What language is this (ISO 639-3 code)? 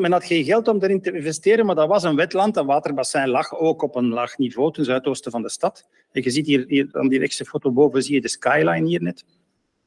nld